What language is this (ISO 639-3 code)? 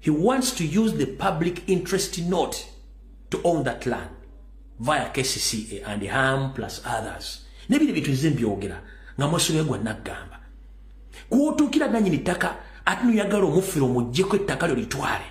lug